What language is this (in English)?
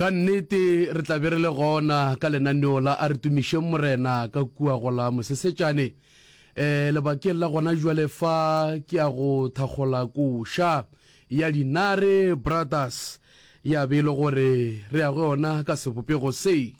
Northern Sotho